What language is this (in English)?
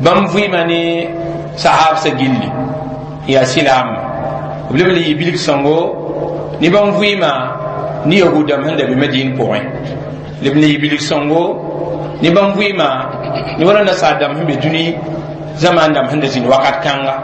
Mossi